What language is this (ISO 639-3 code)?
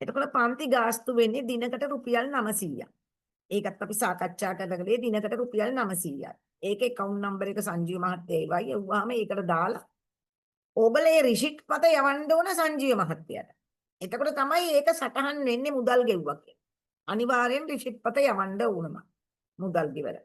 sin